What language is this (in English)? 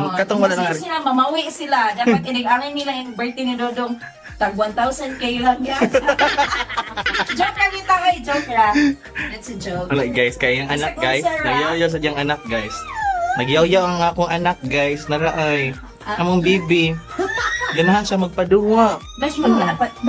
Cebuano